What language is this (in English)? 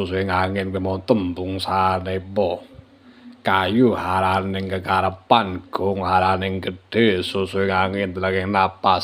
Javanese